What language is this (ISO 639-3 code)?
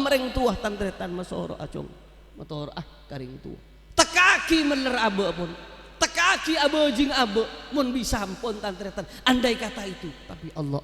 mad